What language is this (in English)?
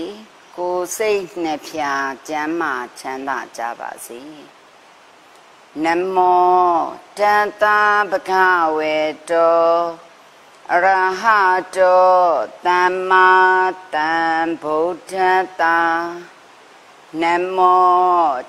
Burmese